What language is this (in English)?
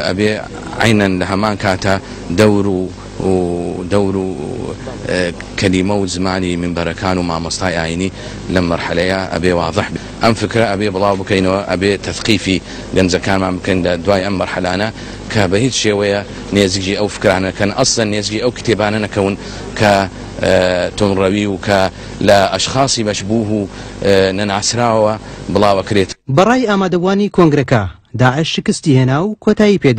Central Kurdish